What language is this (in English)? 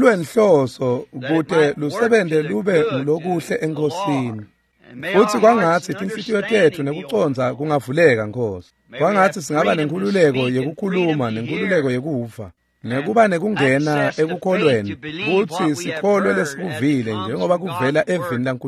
Swati